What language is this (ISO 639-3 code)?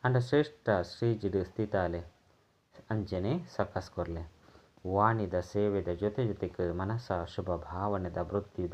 tcy